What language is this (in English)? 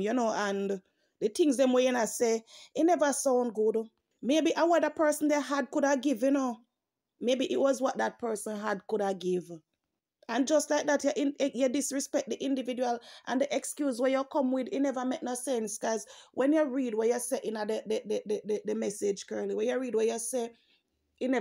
Jamaican Creole English